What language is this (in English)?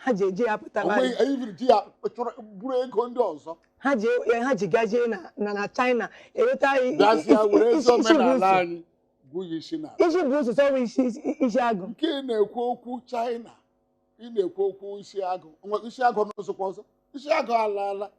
Igbo